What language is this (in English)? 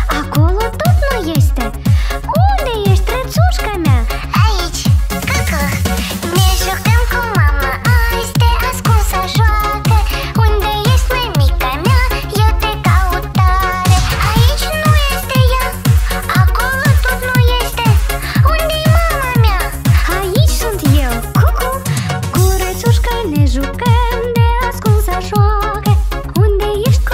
Romanian